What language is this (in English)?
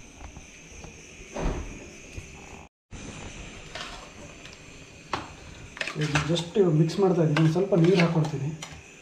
Kannada